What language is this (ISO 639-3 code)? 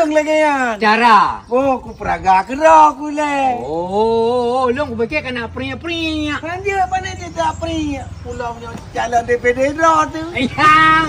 ace